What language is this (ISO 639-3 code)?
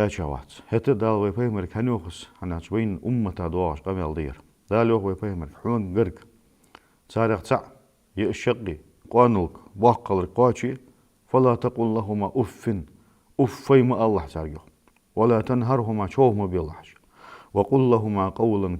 inh